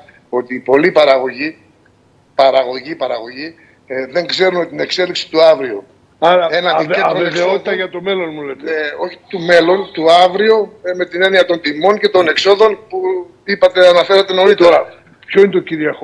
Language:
Greek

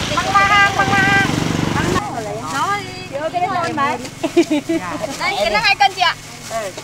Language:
Vietnamese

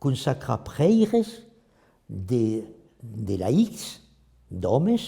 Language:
Occitan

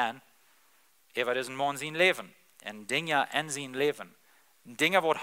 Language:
Plautdietsch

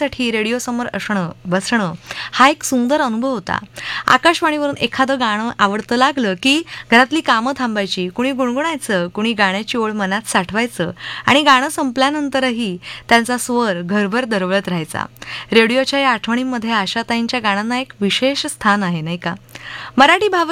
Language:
Marathi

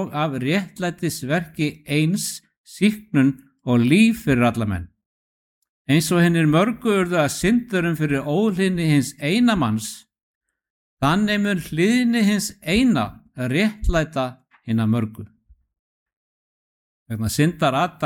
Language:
Icelandic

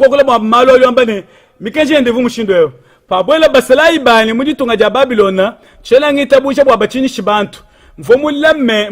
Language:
Luba-Lulua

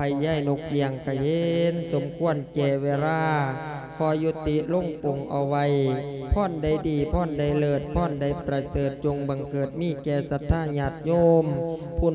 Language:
Lao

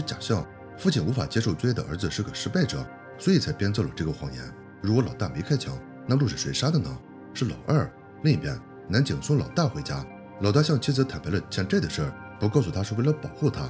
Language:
Chinese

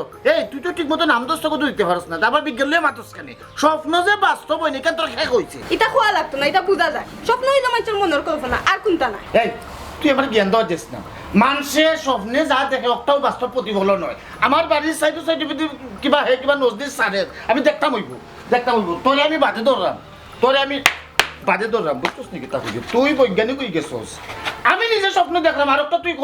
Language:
Sylheti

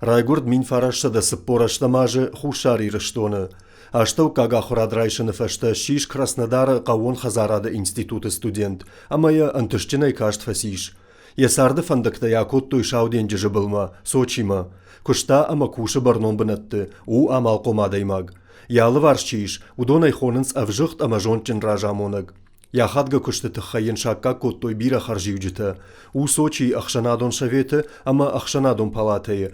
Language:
Ossetic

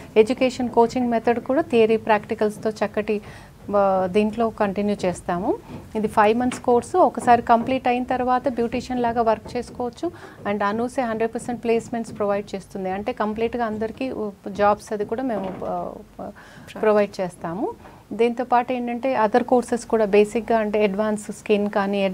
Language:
Telugu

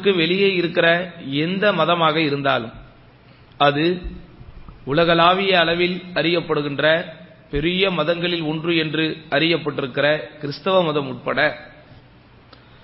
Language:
Tamil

